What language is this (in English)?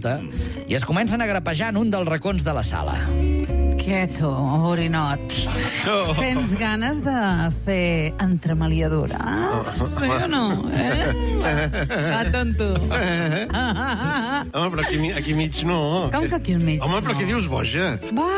Catalan